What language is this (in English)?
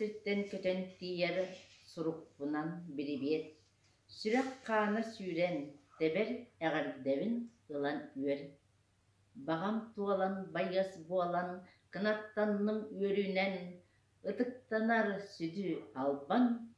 Yakut